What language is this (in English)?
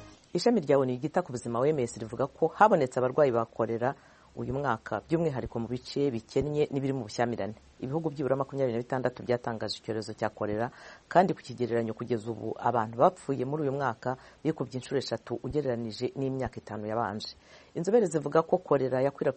Kinyarwanda